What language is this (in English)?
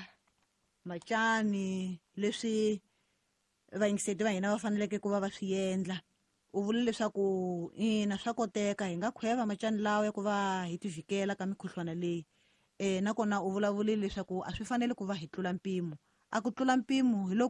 Tsonga